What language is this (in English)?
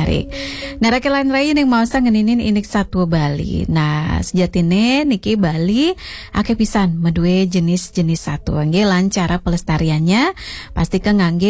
Balinese